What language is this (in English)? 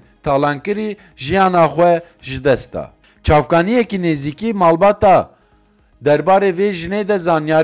Kurdish